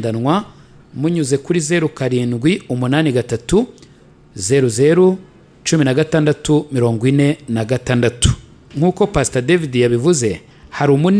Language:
Kinyarwanda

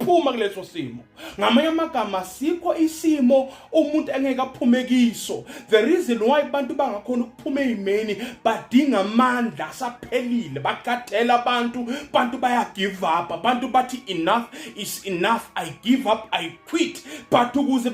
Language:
Zulu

